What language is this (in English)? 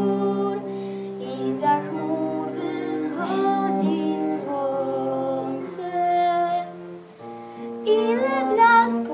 Polish